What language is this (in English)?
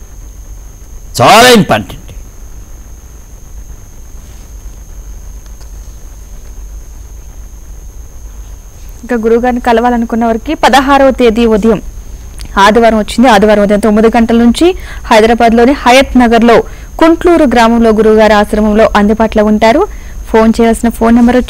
Telugu